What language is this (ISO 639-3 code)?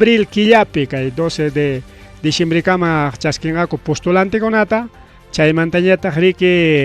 quy